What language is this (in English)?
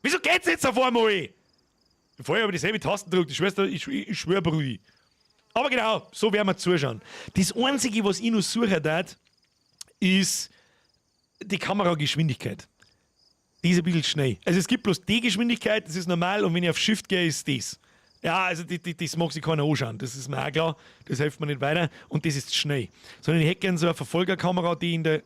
Bavarian